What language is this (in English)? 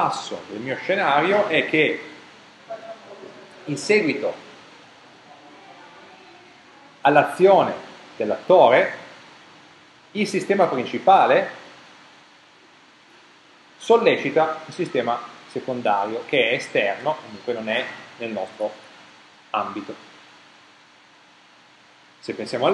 Italian